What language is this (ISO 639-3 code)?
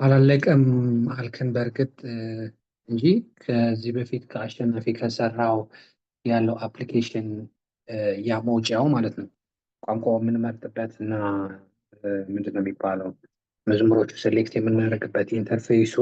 amh